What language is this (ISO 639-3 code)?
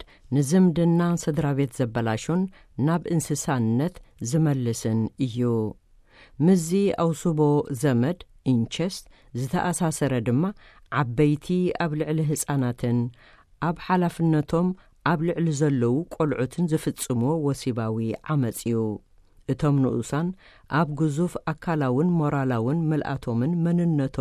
tir